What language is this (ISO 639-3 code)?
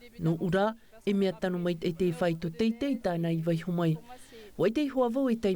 tah